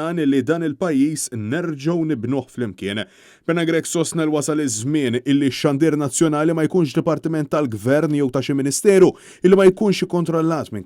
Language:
Maltese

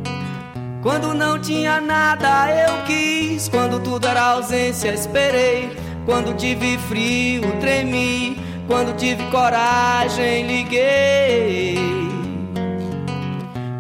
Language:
Portuguese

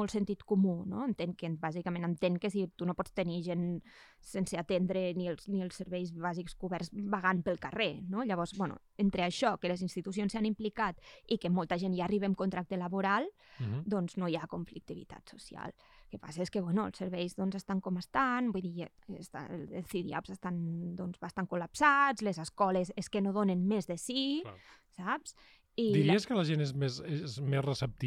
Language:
Catalan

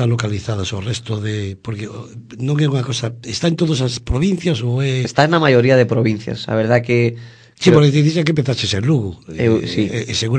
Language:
Galician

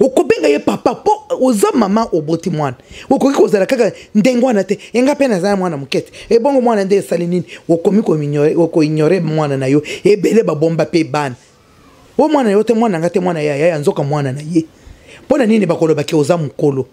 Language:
Lingala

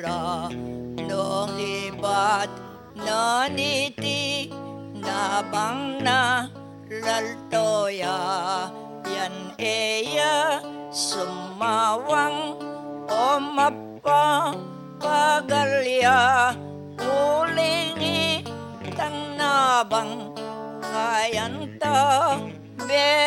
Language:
Pampanga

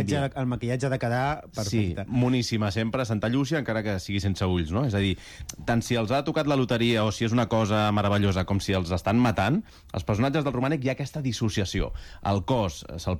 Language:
Catalan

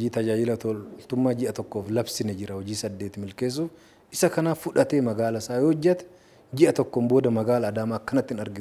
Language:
Oromo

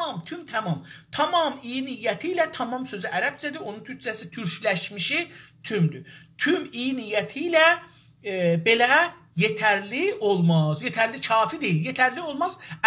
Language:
South Azerbaijani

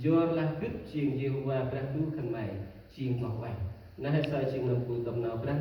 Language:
Central Mnong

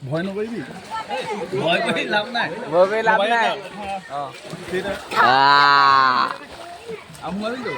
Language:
Naga Pidgin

